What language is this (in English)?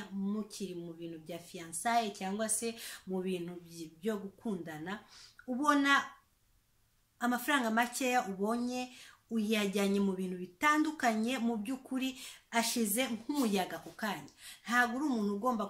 Kinyarwanda